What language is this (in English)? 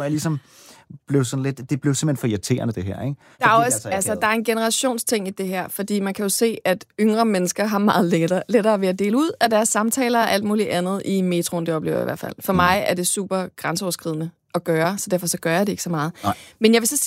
Danish